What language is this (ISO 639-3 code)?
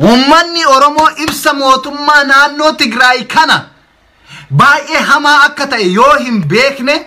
orm